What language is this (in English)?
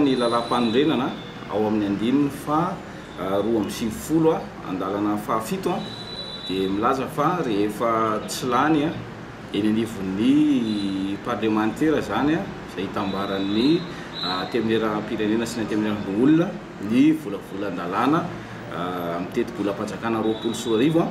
Malagasy